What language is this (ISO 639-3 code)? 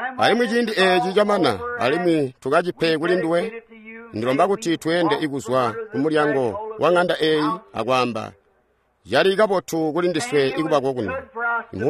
toi